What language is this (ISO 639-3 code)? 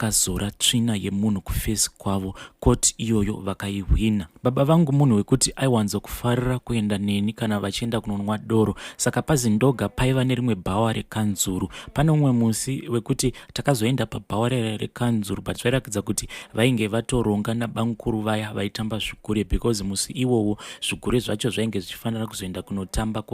sna